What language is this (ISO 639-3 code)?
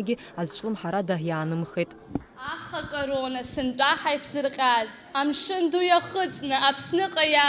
abk